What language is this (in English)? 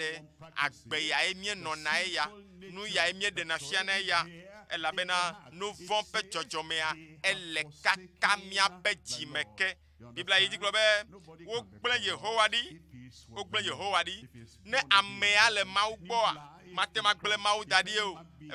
Ewe